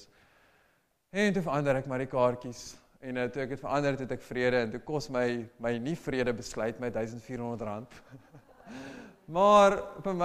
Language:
Afrikaans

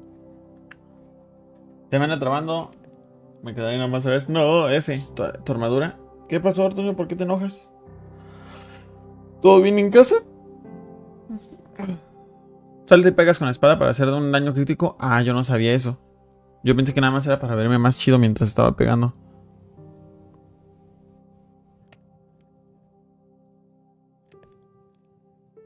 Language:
Spanish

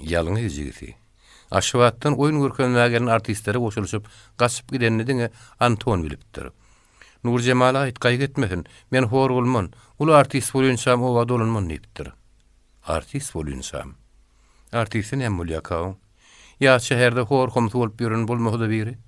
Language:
Turkmen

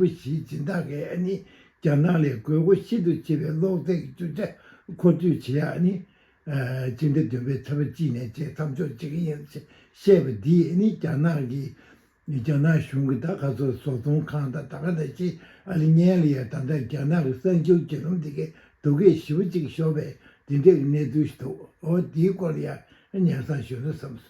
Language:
Tibetan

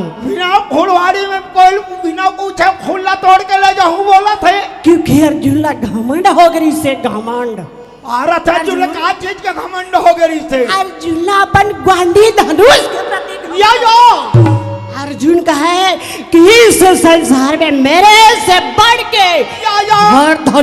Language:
Chhattisgarhi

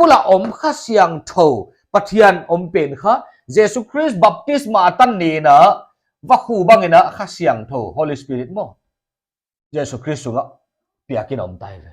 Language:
Paite Chin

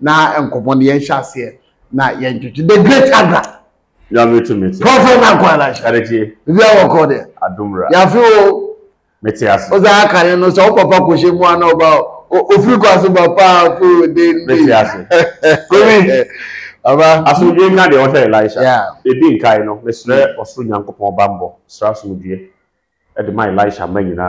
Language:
Akan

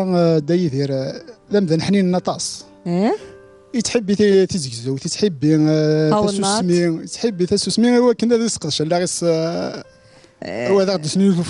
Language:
Kabyle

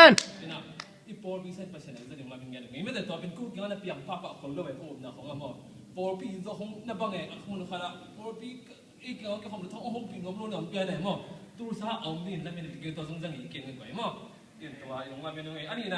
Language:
Tedim Chin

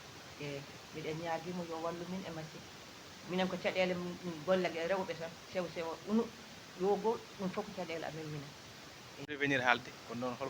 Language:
Fula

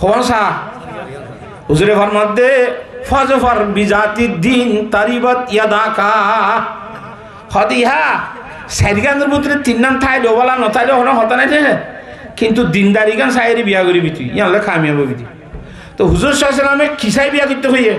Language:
Rohingya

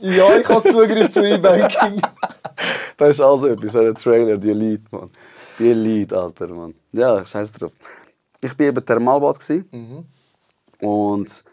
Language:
Swiss German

